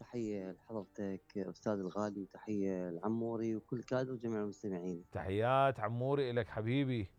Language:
Mesopotamian Arabic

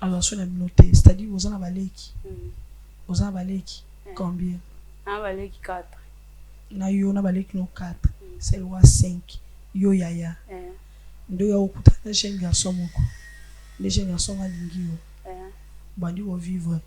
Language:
Lingala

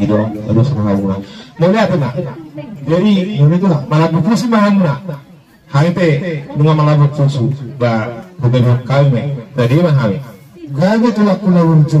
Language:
Batak Toba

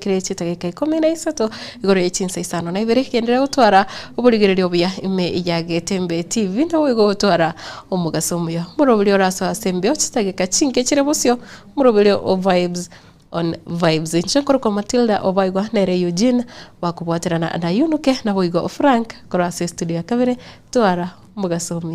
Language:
Gusii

